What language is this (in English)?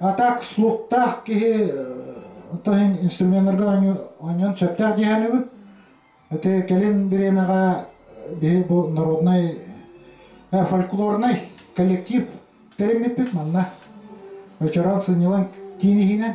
Yakut